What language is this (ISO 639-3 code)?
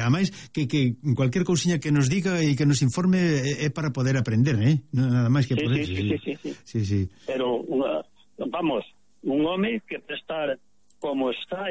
glg